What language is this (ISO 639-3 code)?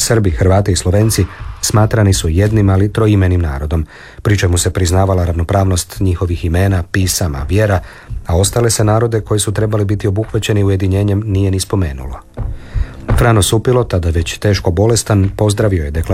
hrv